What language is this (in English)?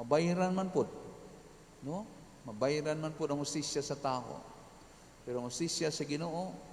Cebuano